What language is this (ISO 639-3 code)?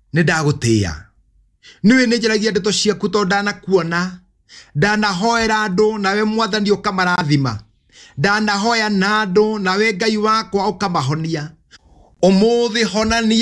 kik